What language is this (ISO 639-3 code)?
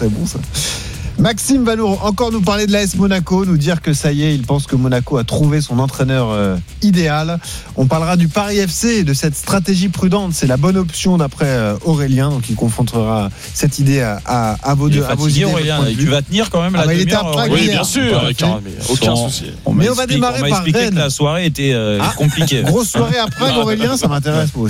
fra